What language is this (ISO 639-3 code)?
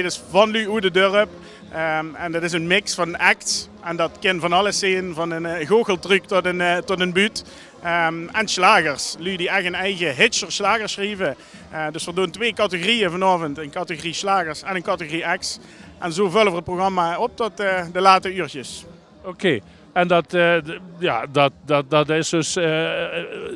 lim